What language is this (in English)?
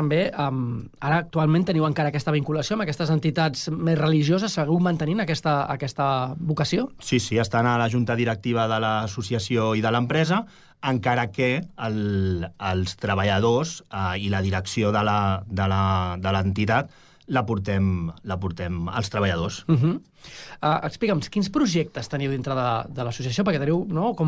Catalan